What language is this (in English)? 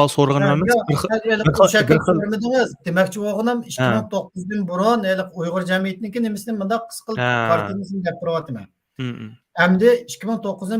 Uyghur